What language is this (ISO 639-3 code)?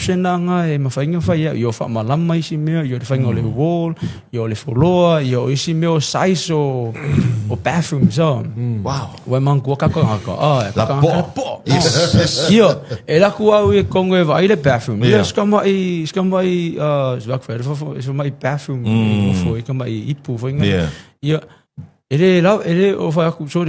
smo